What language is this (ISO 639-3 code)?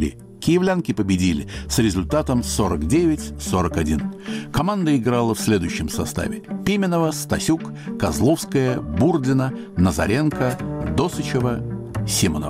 rus